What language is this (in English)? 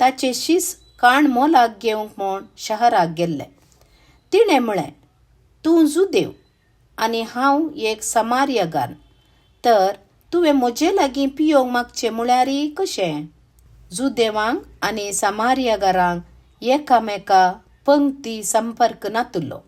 Konkani